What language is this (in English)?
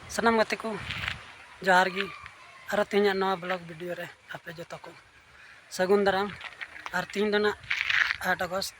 Santali